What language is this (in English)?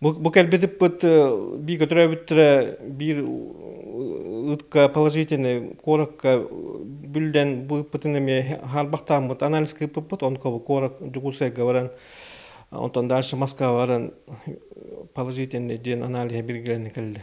Yakut